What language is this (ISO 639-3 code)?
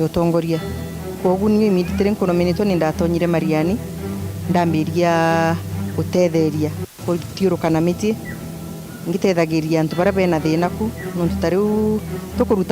mer